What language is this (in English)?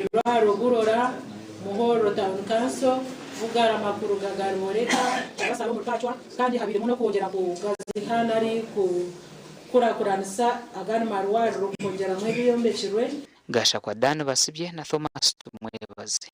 Nyankole